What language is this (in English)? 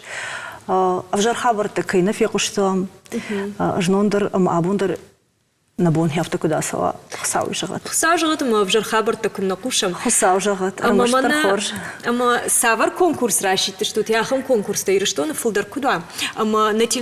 Ossetic